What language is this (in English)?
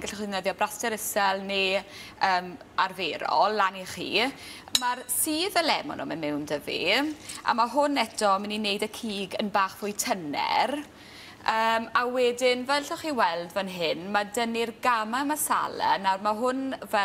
Welsh